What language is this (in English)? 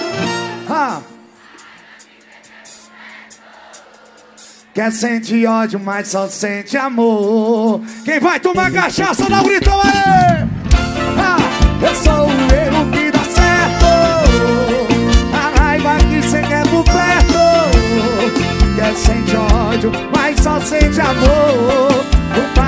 Portuguese